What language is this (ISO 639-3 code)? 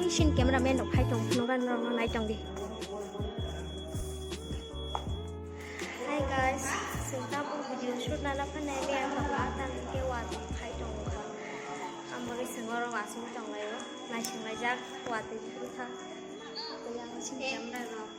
trp